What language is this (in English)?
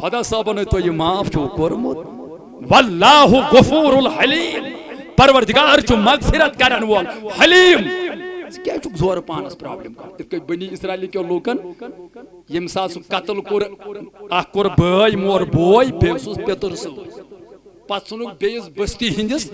Kashmiri